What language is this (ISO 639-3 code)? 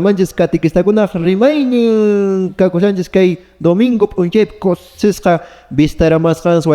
que